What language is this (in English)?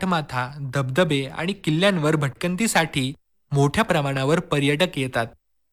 Marathi